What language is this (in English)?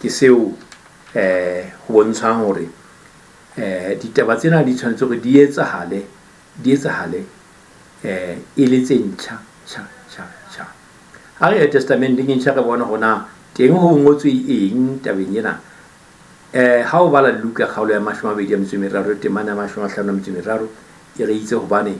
Southern Sotho